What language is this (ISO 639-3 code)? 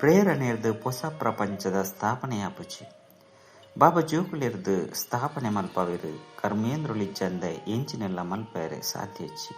tcy